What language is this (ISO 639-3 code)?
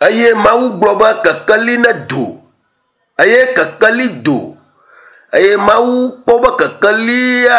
ewe